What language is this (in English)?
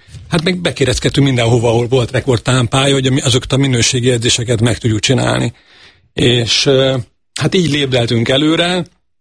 Hungarian